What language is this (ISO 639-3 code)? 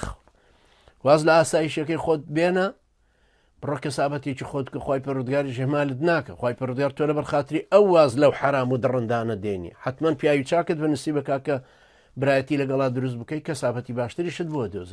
ckb